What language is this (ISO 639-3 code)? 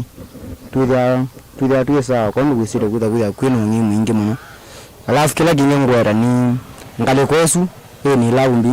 kam